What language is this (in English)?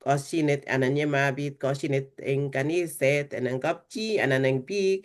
Kalenjin